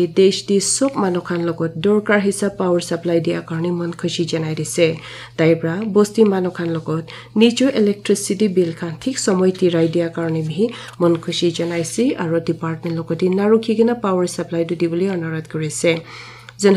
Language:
Naga Pidgin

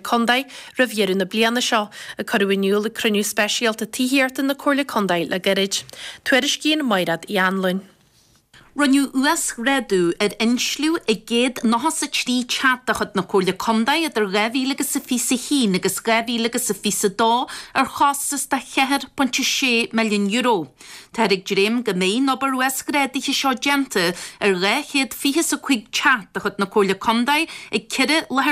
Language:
Irish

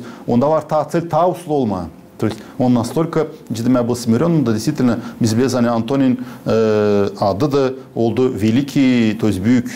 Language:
Gagauz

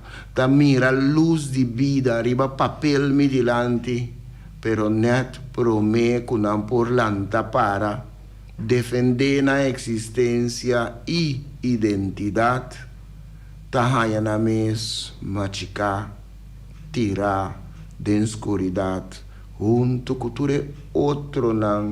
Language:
Papiamento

